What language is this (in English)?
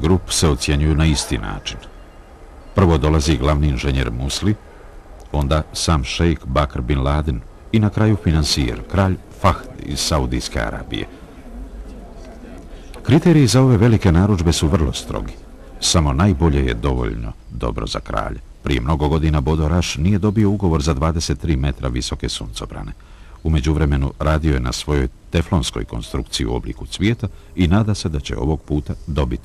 Bosnian